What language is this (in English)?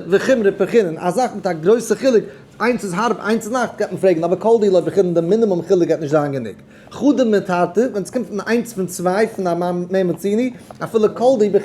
Yiddish